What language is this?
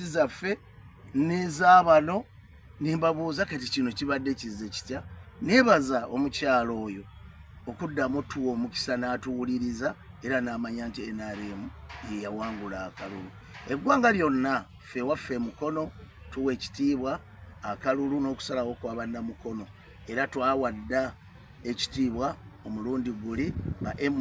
Ganda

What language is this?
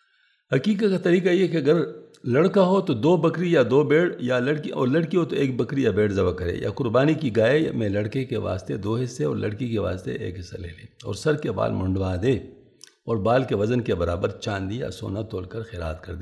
Urdu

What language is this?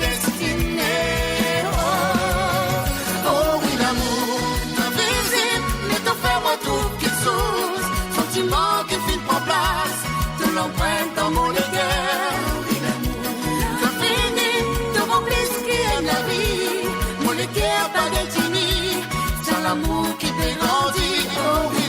Morisyen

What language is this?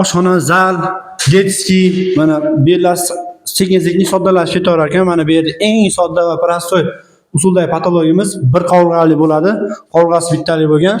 Uzbek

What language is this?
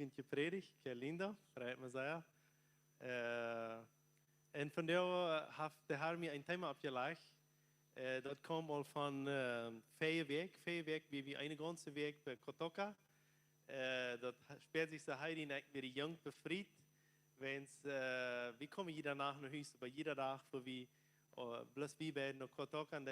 Plautdietsch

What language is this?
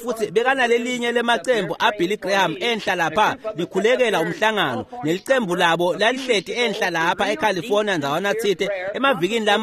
Swati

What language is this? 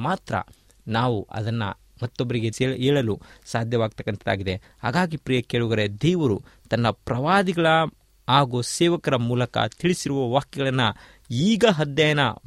Kannada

